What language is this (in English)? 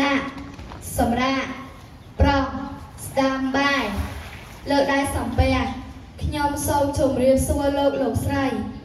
Khmer